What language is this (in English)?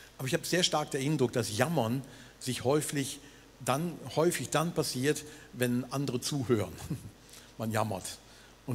Swiss German